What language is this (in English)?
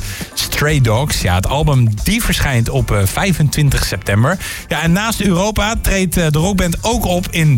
Dutch